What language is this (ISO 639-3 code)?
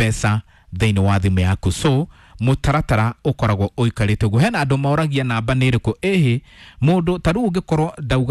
kik